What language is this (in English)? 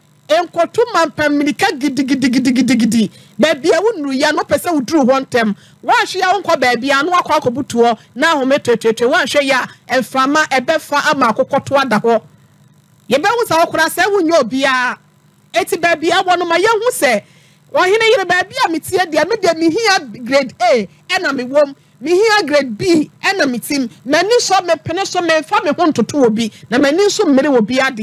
Akan